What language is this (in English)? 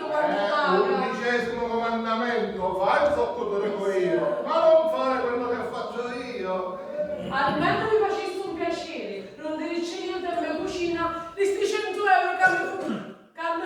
Sicilian